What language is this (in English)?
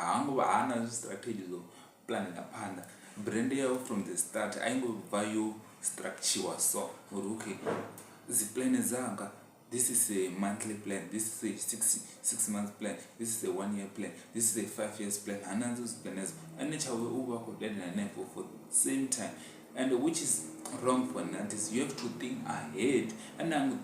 Venda